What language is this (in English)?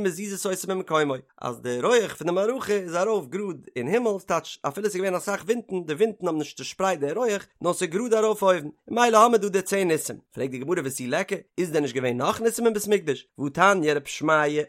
Yiddish